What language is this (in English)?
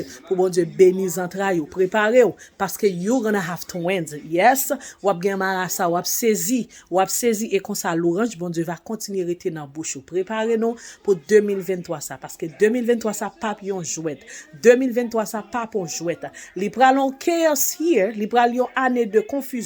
Haitian Creole